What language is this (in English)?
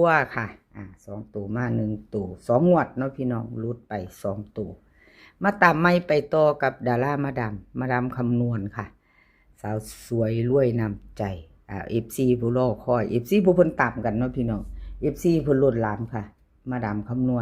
Northeastern Thai